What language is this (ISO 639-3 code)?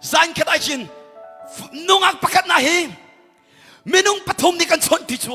cnh